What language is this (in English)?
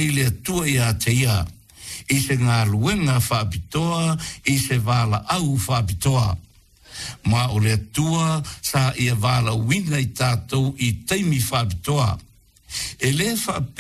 Samoan